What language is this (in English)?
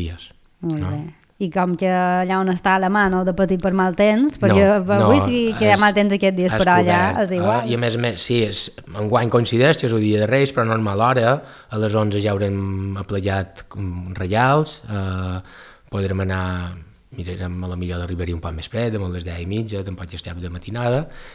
Catalan